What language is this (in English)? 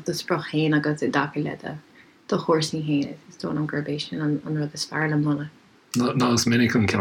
Irish